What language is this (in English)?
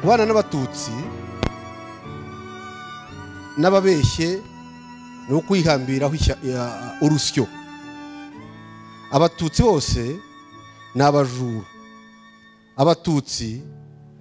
Kinyarwanda